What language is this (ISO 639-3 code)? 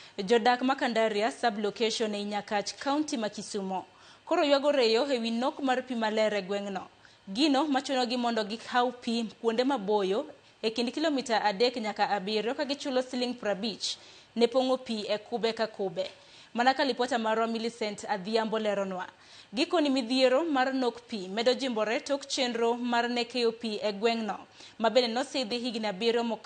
luo